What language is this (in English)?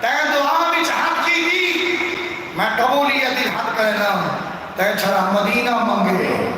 Saraiki